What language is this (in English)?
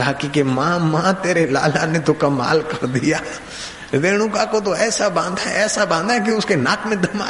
Hindi